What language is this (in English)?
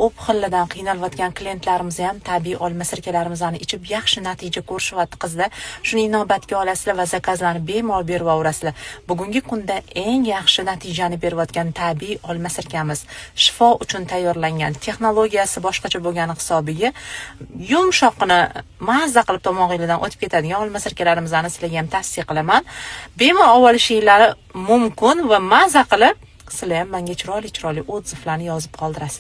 Uzbek